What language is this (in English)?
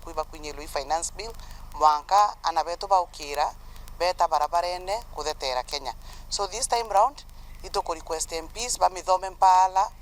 Meru